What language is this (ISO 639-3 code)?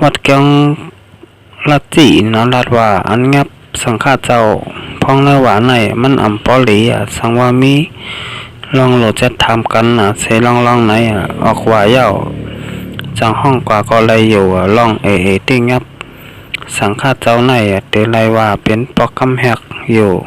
shn